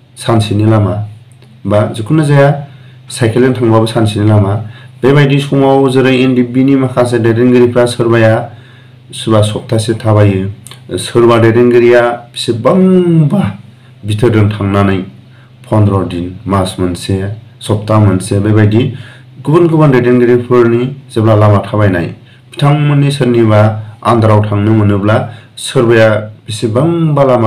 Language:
Bodo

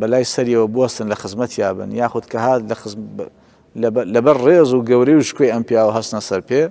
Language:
Central Kurdish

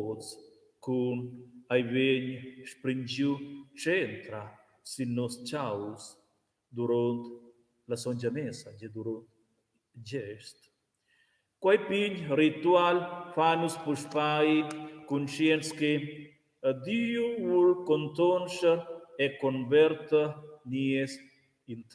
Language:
Romansh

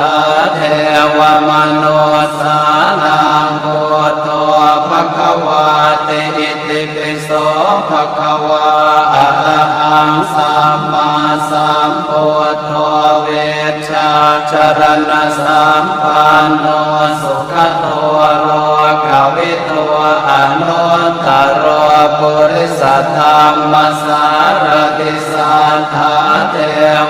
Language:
Pali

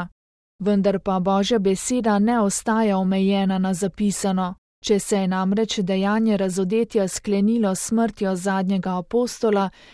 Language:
Slovenian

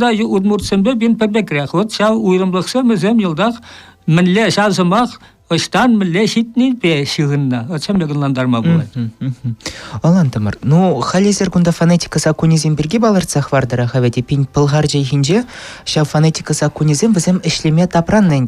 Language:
Chuvash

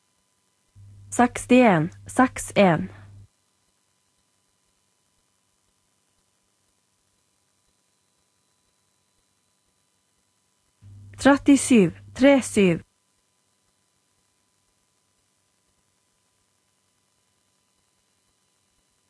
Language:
Norwegian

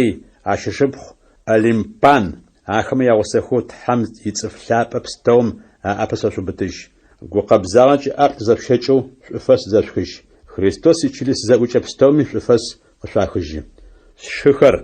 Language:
Adyghe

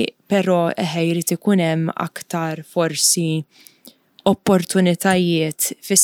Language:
Maltese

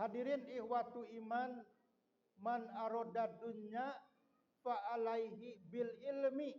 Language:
Sundanese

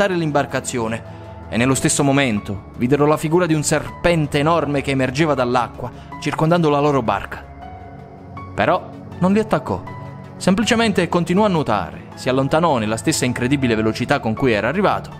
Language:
Italian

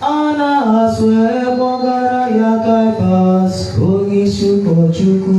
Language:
Igbo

